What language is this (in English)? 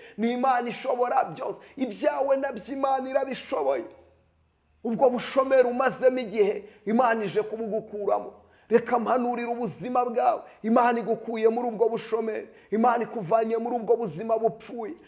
Kinyarwanda